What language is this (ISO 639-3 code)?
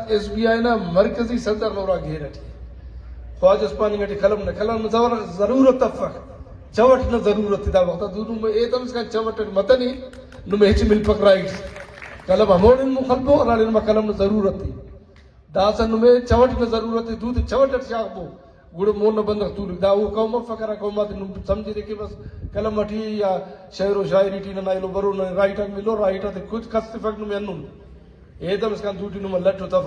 brh